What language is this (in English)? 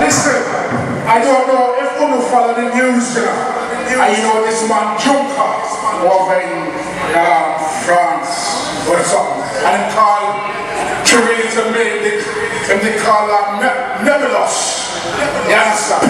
Jamaican Creole English